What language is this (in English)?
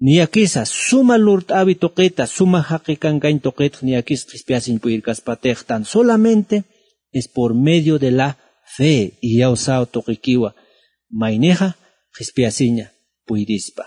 Aymara